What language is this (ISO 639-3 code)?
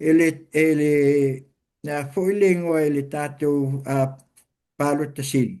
smo